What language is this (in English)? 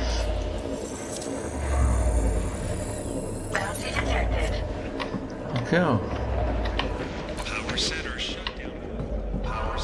Czech